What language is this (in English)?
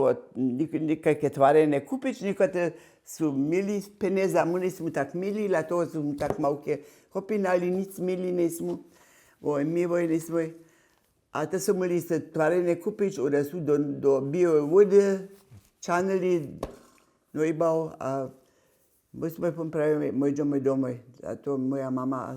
Upper Sorbian